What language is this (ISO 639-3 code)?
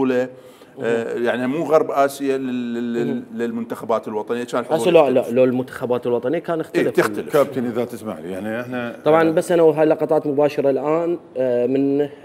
acm